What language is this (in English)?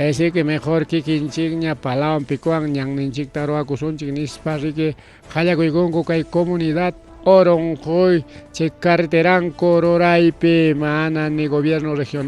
Ayacucho Quechua